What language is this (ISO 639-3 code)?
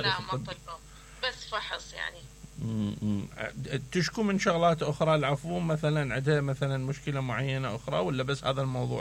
acm